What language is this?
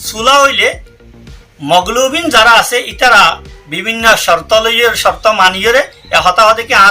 Rohingya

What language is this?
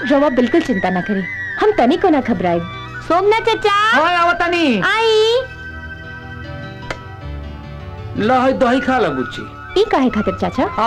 Bhojpuri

